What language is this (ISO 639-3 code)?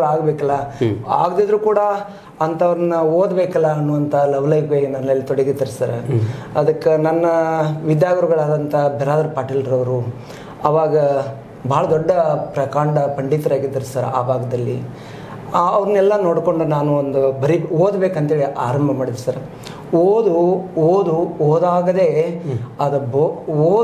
kan